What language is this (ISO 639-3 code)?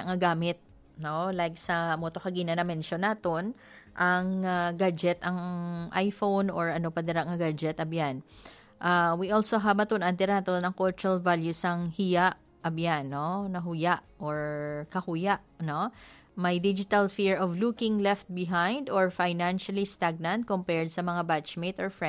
hil